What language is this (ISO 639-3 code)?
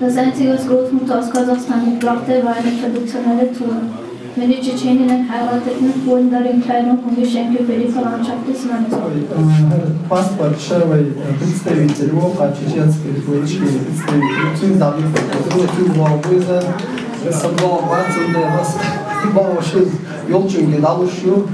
che